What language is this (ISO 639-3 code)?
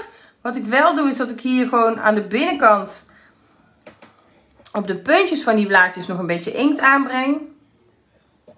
nld